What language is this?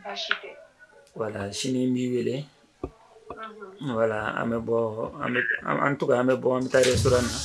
Bambara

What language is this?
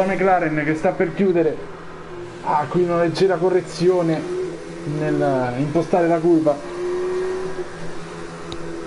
Italian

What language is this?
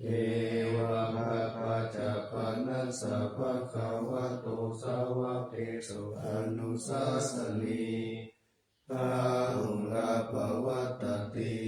Pali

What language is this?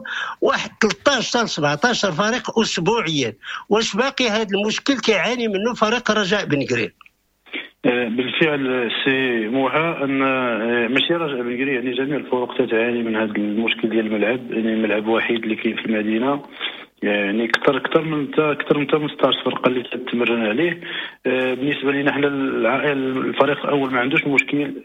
Moroccan Arabic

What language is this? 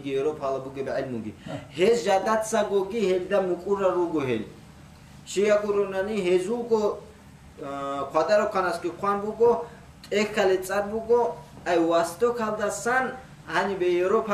Avaric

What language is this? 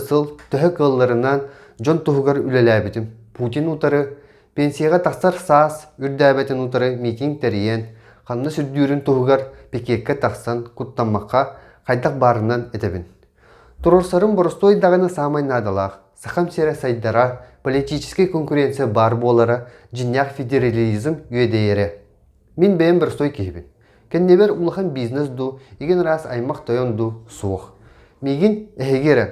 Yakut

